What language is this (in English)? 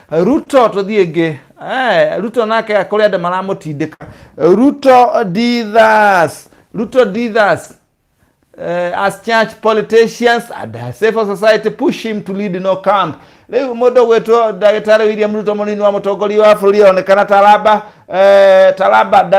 Kikuyu